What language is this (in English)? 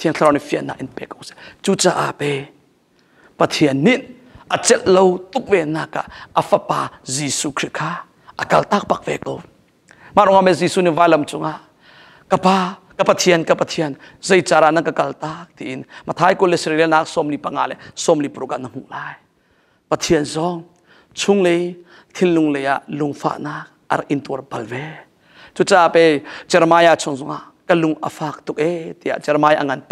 Hakha Chin